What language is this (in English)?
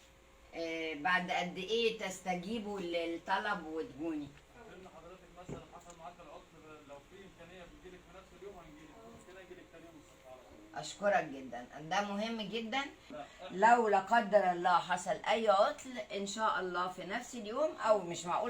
Egyptian Arabic